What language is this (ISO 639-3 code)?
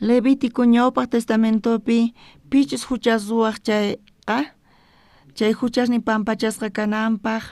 quh